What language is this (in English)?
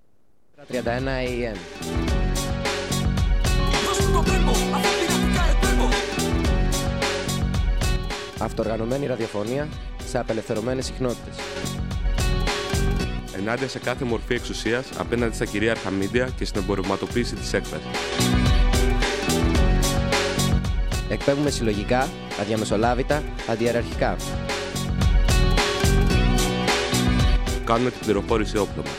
Greek